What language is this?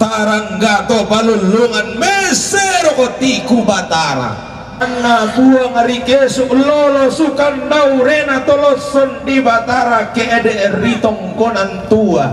Toraja-Sa'dan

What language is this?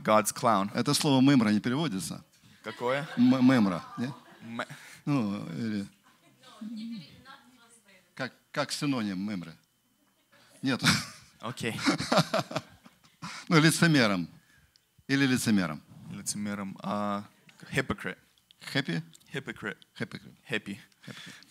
Russian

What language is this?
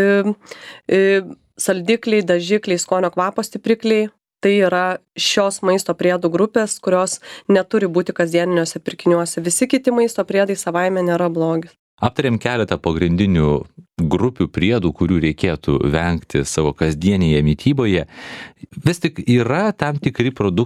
Lithuanian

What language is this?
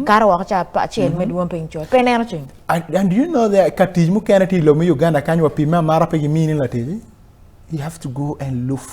Acoli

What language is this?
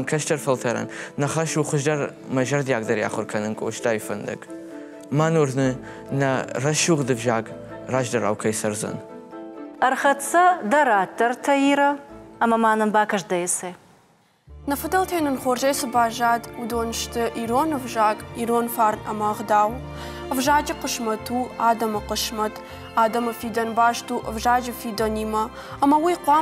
Ossetic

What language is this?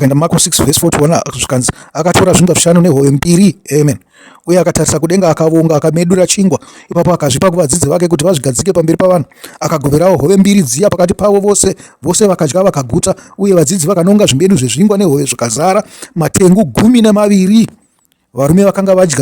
Shona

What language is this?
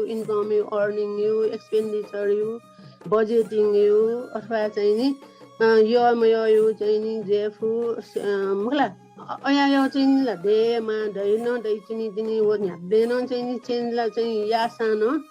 Newari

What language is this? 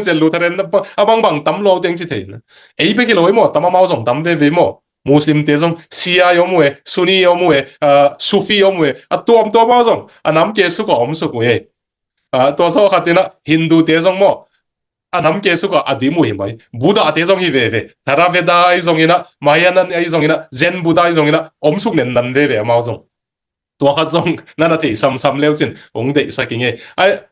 Tedim Chin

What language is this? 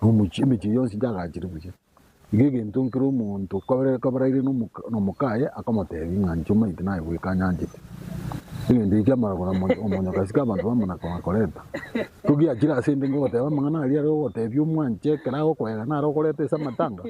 Gusii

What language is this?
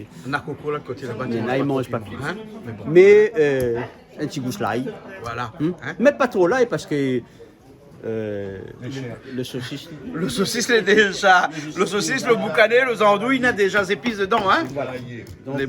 Réunion Creole French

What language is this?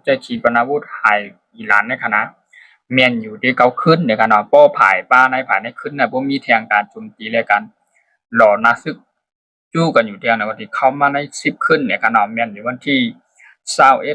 Shan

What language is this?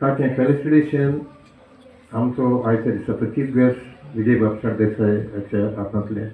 Konkani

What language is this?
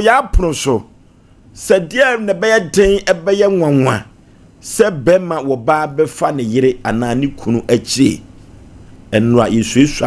Akan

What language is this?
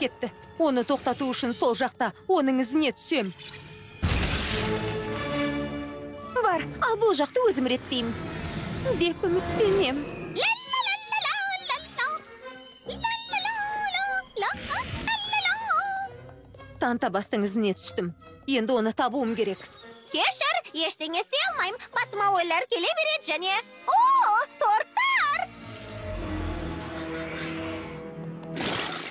Kazakh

